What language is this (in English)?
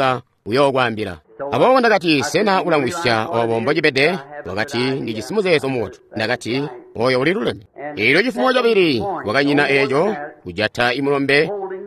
Tonga (Zambia)